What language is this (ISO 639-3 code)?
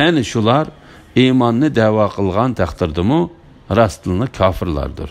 uig